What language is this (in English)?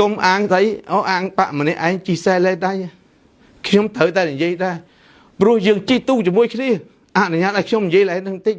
Khmer